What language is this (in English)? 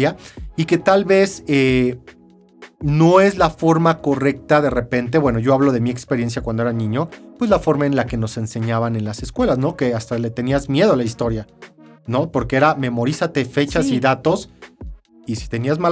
Spanish